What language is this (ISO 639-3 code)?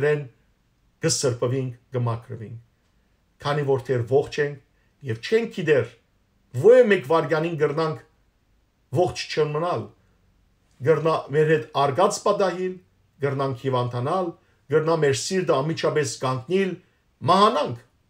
hyw